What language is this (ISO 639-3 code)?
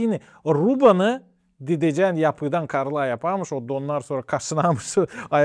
gag